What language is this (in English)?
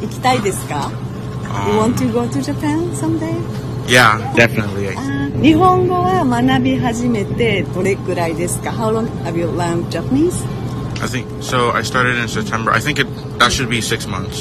Japanese